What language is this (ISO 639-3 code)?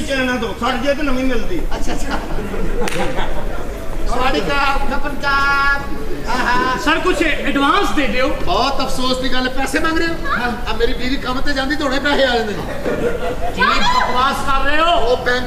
pan